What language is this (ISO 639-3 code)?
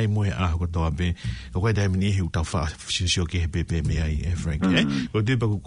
ton